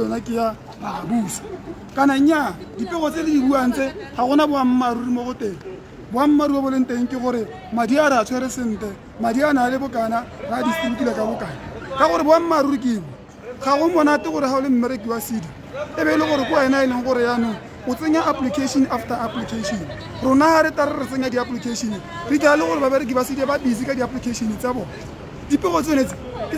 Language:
Tswana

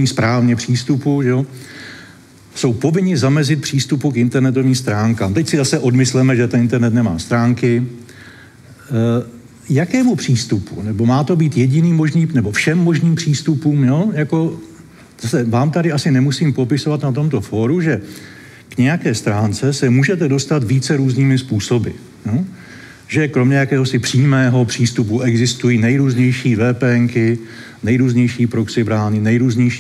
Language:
Czech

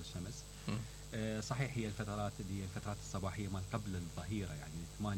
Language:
Mesopotamian Arabic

